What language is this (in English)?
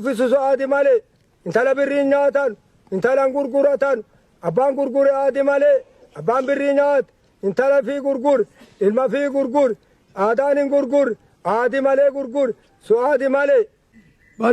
Oromo